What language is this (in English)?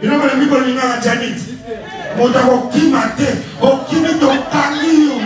Lingala